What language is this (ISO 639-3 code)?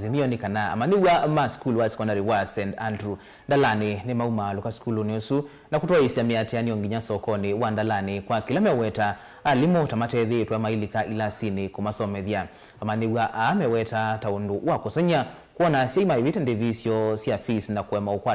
kam